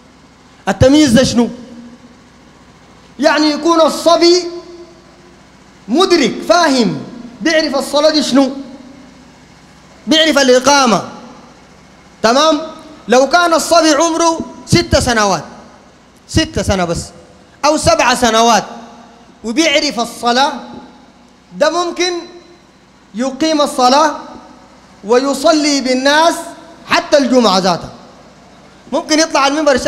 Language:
Sudanese Arabic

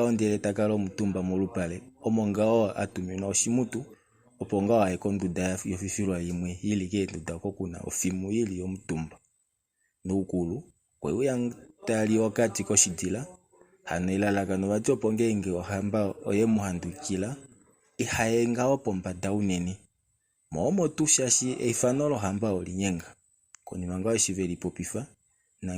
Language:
Kuanyama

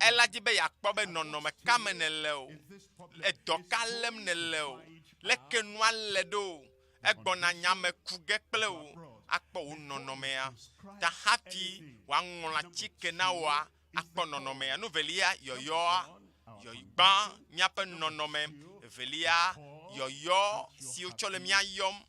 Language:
Ewe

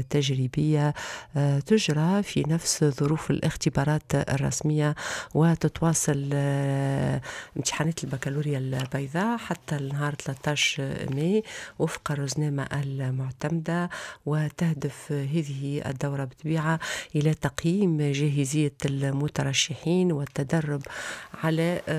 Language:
Tunisian Arabic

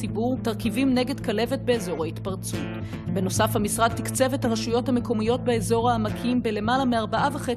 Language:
Hebrew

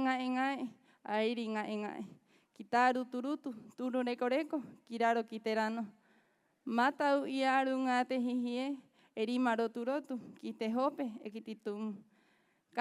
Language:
Rapanui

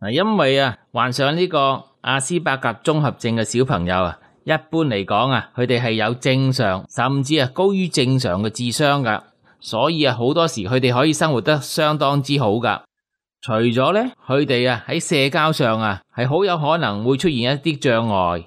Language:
Cantonese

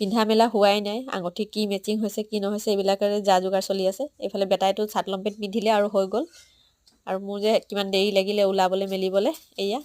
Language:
Assamese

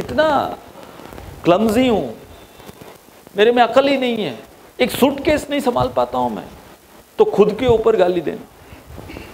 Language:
Hindi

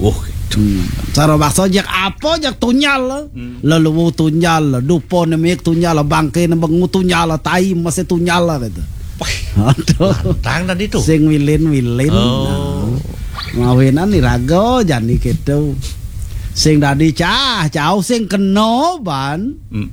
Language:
Balinese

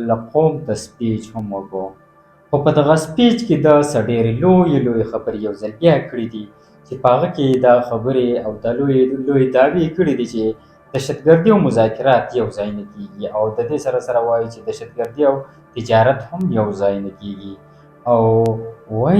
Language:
Pashto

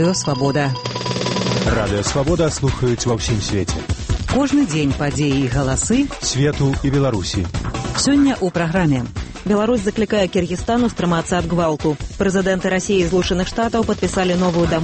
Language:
Belarusian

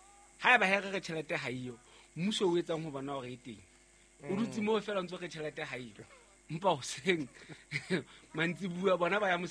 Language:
Southern Sotho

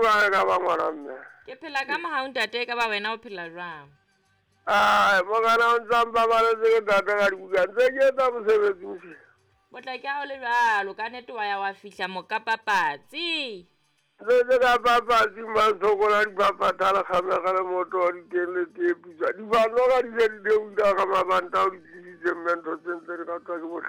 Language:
Southern Sotho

